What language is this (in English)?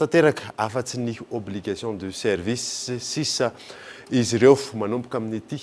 Malagasy